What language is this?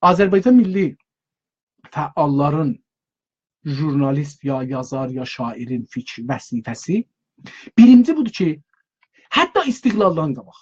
South Azerbaijani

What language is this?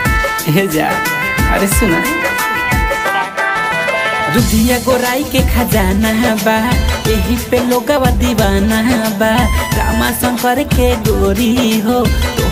Bhojpuri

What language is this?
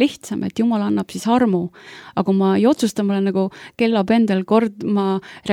Estonian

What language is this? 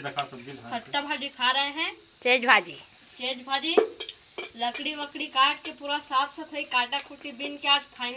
Chhattisgarhi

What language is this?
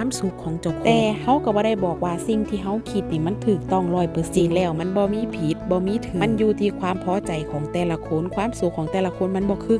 Northeastern Thai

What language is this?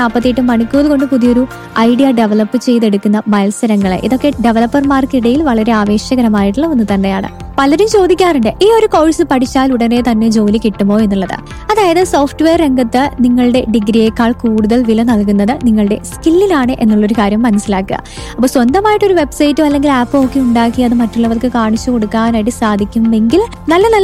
Malayalam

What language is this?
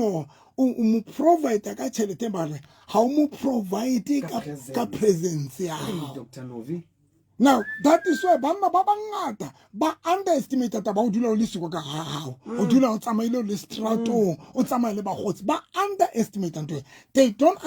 Southern Sotho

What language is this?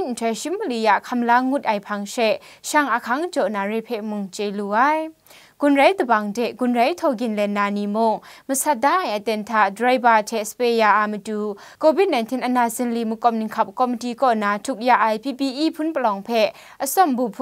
Kachin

